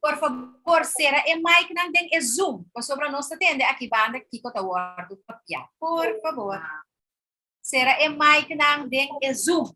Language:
Papiamento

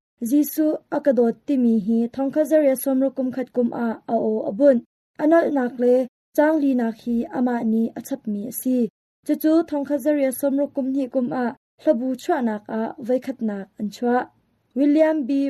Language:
Hakha Chin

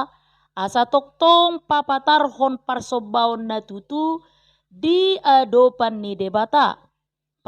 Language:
Batak Toba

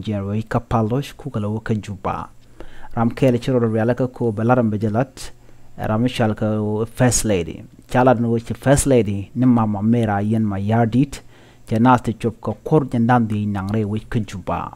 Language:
Nuer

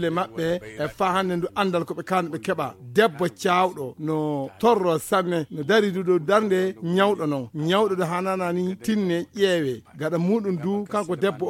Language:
Fula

